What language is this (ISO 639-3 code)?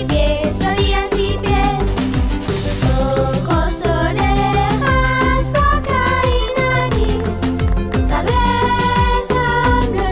spa